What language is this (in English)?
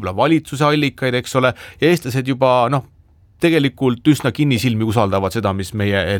Estonian